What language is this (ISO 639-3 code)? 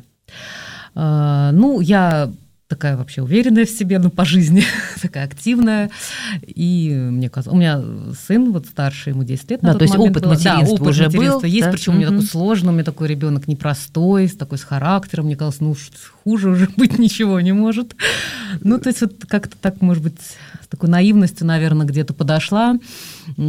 rus